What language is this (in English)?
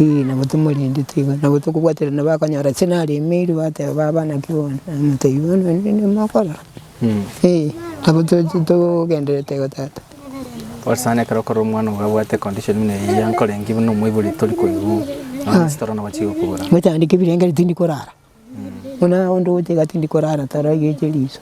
Gusii